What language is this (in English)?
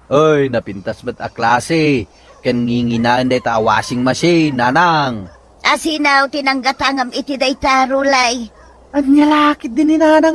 Iloko